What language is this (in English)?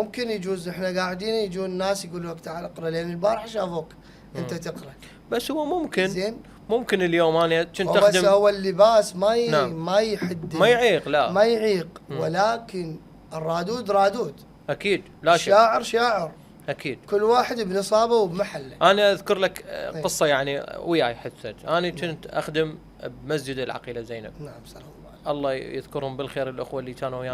Mesopotamian Arabic